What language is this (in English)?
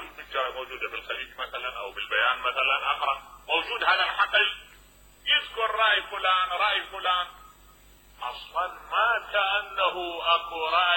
Mesopotamian Arabic